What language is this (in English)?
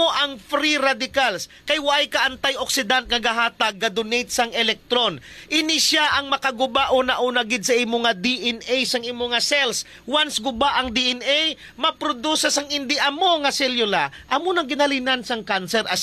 Hiligaynon